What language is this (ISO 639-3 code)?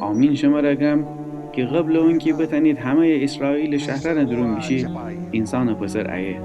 glk